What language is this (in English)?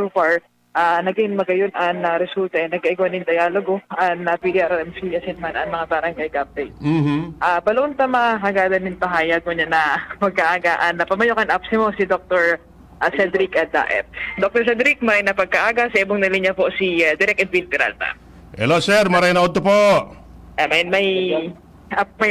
Bikol